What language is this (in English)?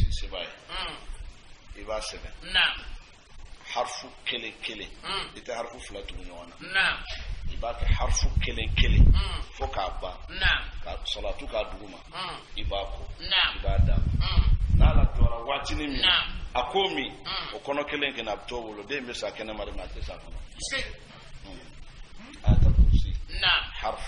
Bambara